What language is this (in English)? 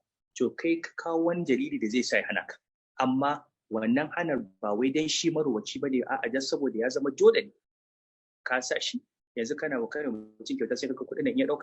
Hausa